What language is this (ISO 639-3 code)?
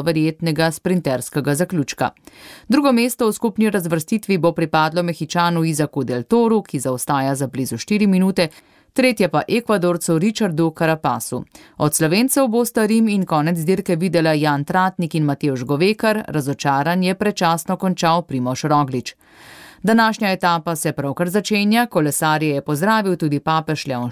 slv